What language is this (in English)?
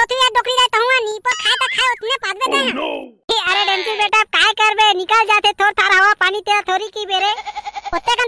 Chhattisgarhi